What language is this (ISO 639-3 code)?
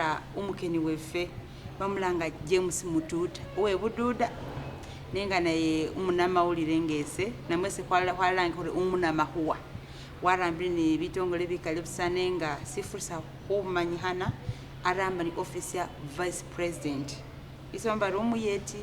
myx